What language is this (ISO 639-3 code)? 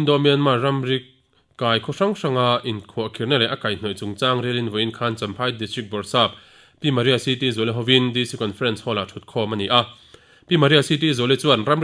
lus